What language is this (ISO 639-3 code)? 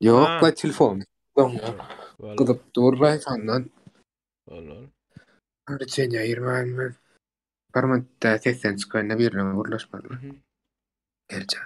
tuk